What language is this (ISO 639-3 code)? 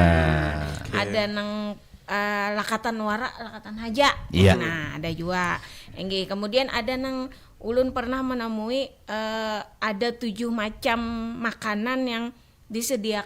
bjn